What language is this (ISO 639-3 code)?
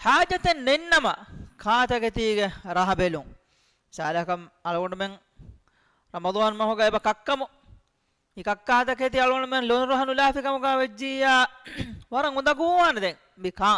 div